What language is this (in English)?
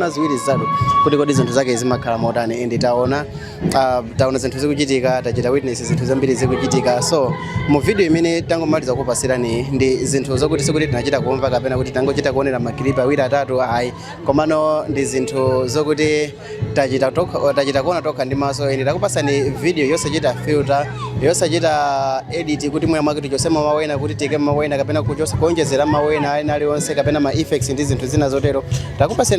Nyanja